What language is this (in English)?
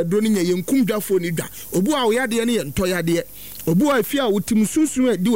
Akan